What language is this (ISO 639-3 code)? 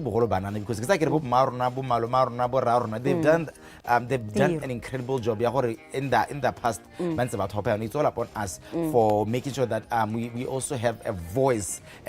tsn